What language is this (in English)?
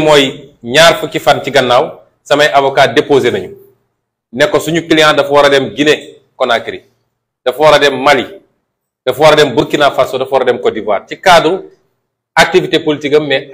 Wolof